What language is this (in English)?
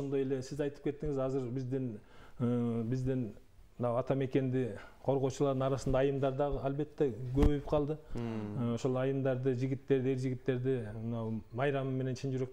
Kyrgyz